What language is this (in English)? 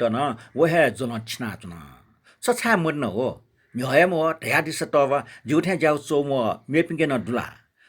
Newari